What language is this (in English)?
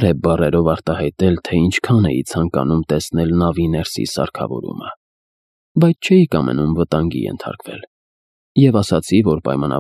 Armenian